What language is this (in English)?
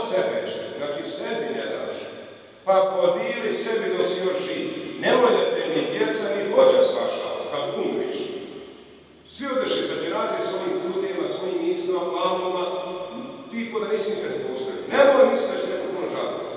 Bosnian